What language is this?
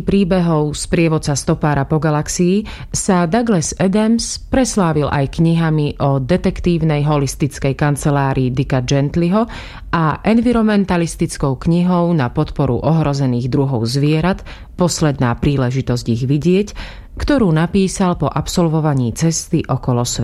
Slovak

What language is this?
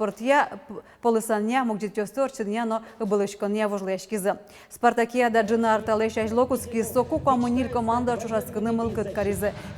Udmurt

